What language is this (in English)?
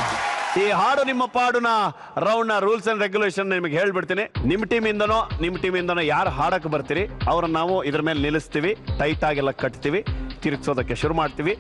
Kannada